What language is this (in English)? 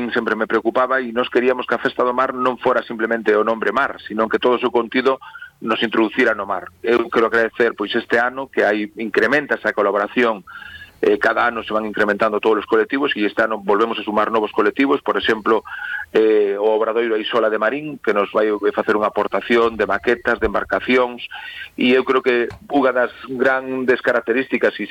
Galician